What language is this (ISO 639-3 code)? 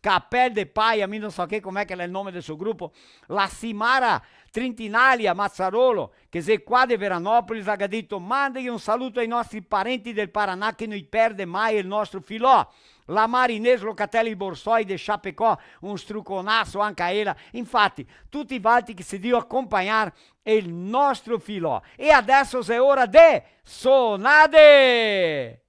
vec